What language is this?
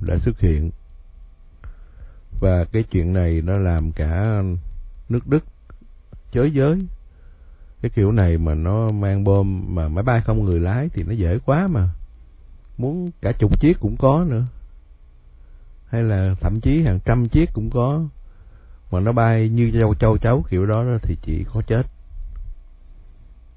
Vietnamese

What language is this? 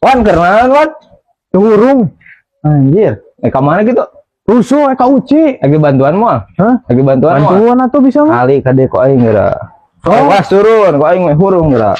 Sundanese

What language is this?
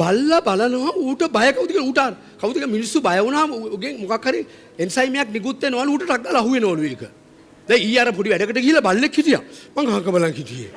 Sinhala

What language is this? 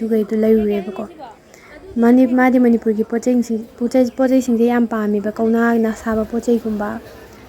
Manipuri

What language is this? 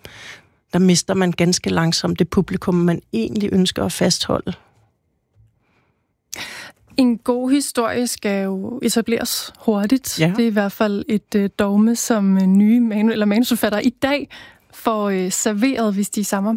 Danish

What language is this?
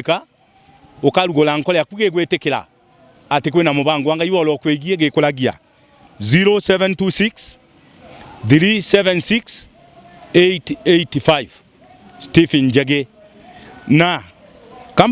Meru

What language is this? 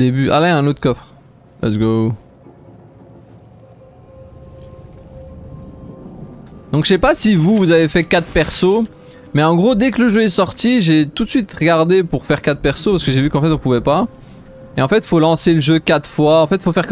French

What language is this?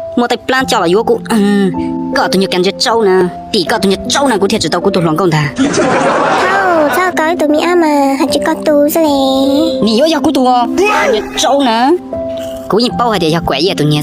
Hmong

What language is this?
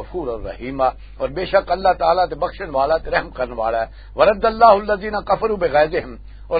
Western Panjabi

